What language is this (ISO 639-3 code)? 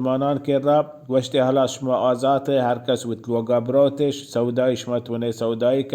bal